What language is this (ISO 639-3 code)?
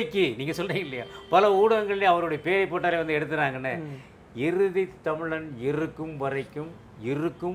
tam